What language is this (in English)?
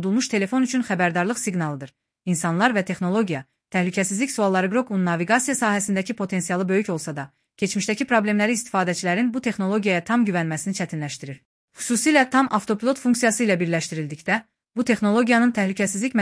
Azerbaijani